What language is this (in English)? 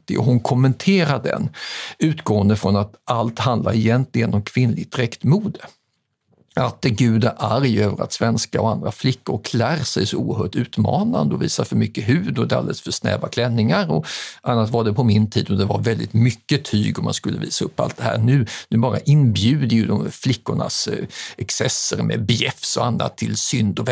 Swedish